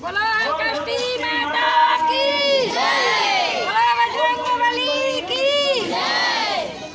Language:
Chhattisgarhi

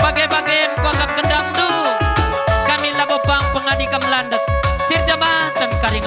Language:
Batak Karo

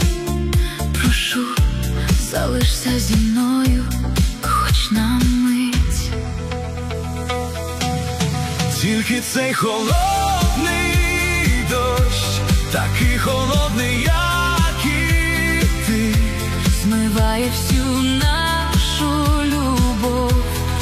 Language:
Ukrainian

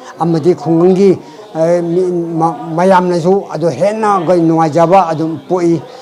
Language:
Manipuri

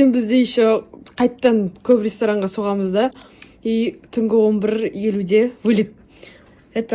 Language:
Kazakh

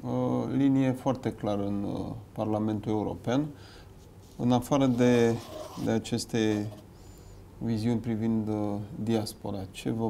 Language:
Romanian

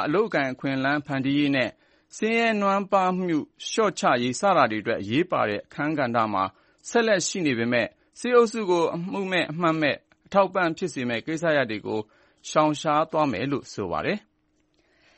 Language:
Burmese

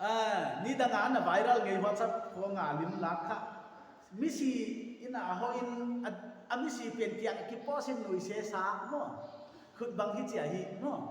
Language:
Paite Chin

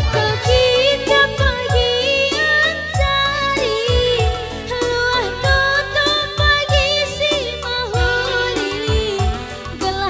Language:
Batak Karo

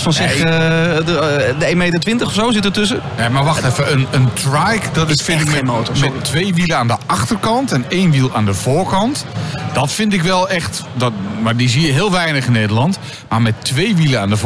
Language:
Dutch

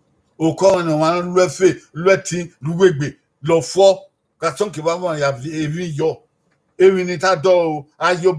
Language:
Bini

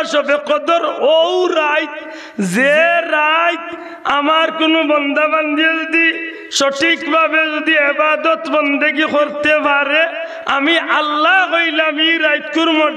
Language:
Sylheti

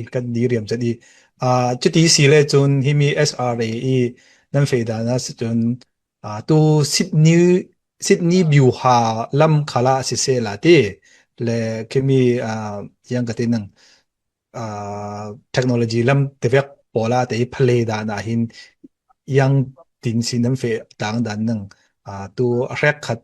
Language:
Falam Chin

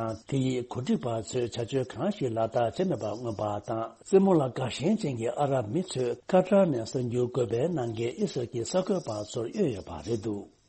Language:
Tibetan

